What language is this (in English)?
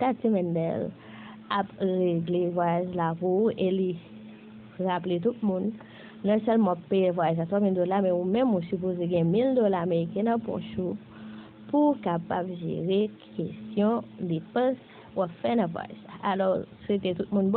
Haitian Creole